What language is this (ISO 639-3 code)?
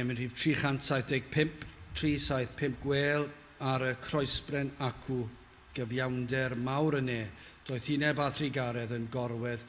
cym